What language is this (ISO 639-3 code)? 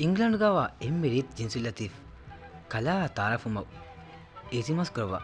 div